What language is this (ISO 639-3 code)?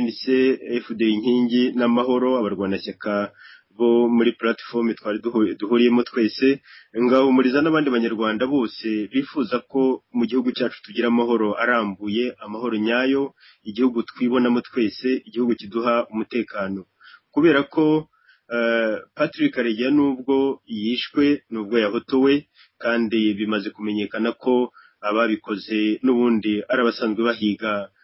kin